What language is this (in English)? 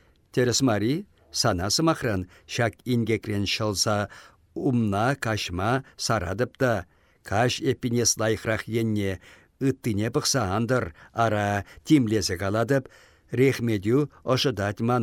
Chuvash